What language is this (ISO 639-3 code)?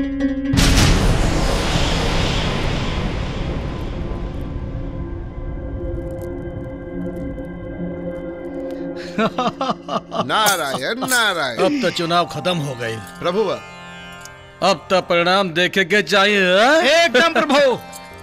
bho